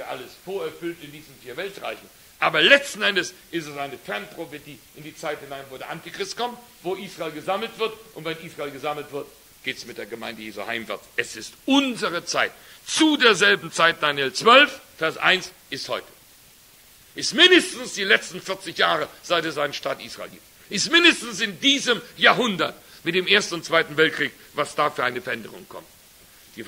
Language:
German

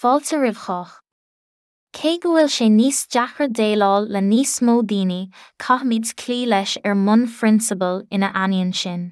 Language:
Irish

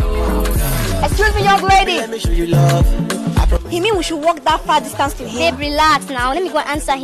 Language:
English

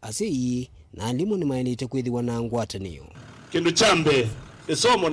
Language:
Kamba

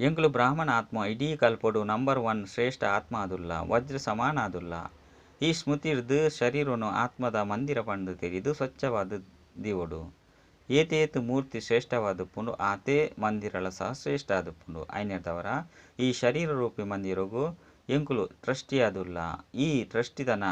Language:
Tulu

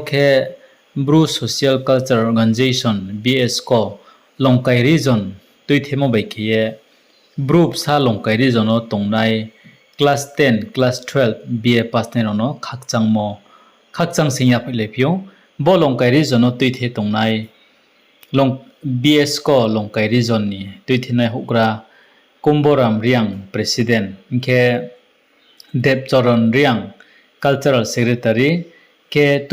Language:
Riang (India)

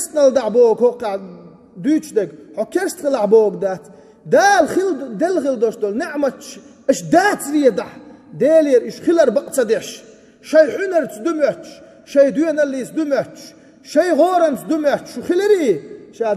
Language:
Chechen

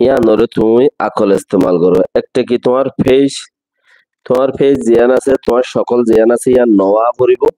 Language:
Rohingya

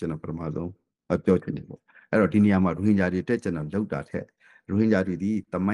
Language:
Burmese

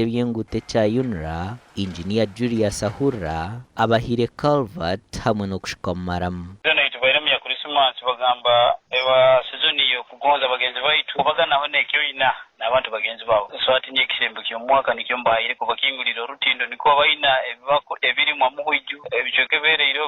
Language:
Nyankole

